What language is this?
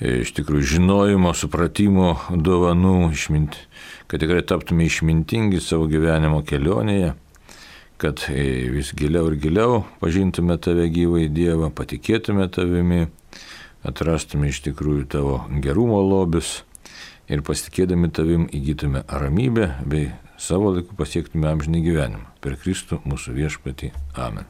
Lithuanian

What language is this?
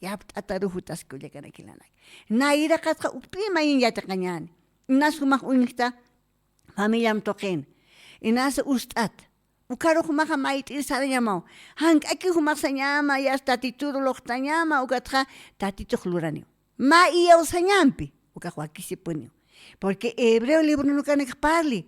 Aymara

